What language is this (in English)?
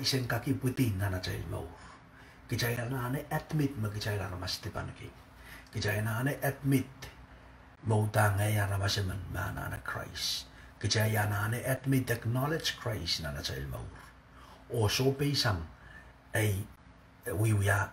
Pohnpeian